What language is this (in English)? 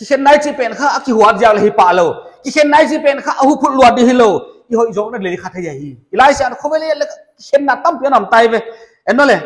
Paite Chin